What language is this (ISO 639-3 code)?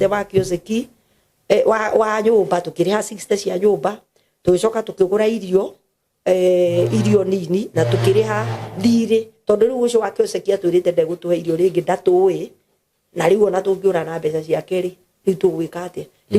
kik